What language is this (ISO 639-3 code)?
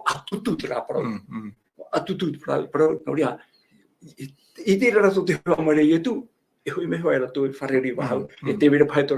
tah